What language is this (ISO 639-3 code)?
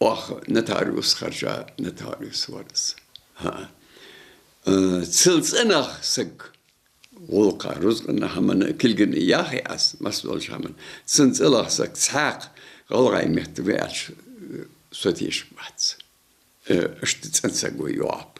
inh